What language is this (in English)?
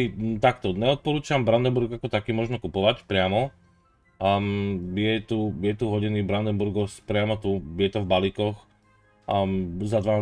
Slovak